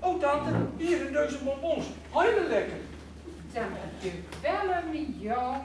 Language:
Gronings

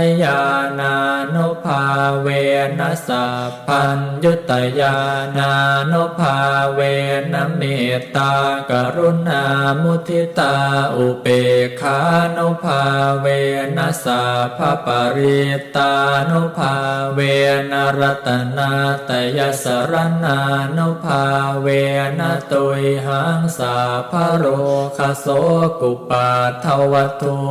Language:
Pali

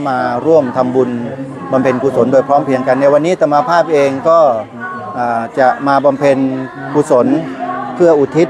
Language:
Thai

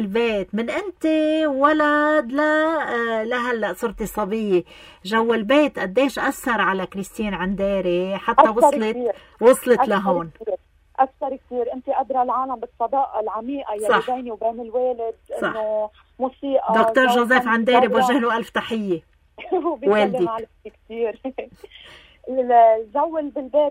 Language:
North Levantine Arabic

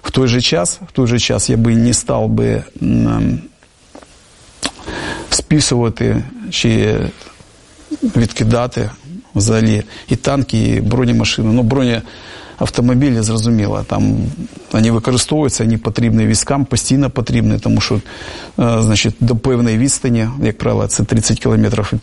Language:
Ukrainian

